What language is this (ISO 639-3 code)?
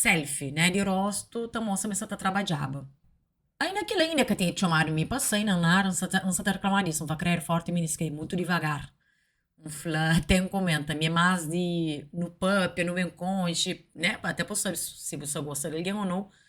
kea